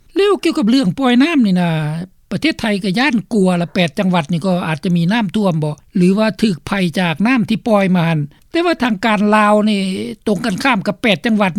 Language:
Lao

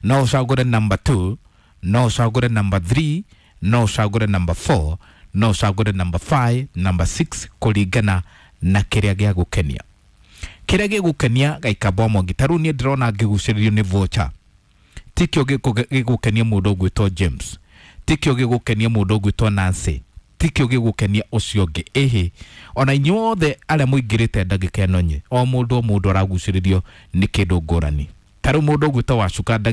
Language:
Kikuyu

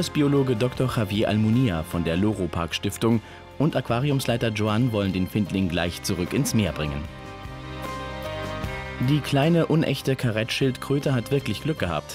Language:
German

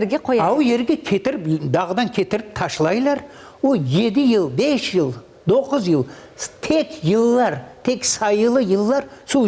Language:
Crimean Tatar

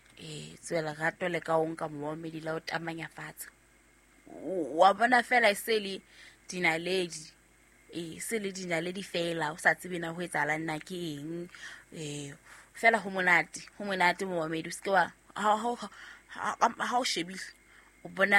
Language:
Southern Sotho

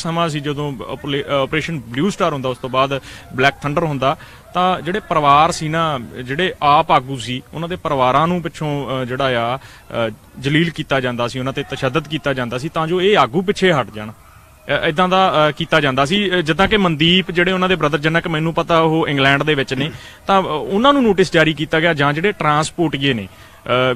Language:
Punjabi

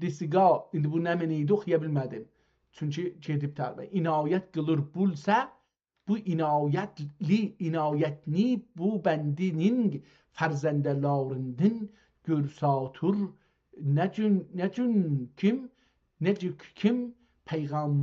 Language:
South Azerbaijani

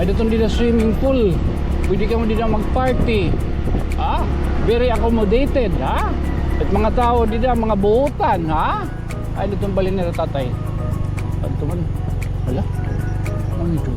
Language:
Waray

